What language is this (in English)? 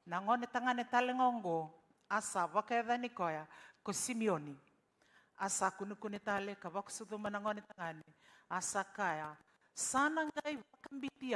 Fijian